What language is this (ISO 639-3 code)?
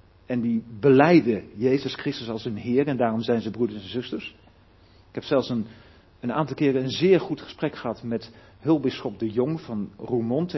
nld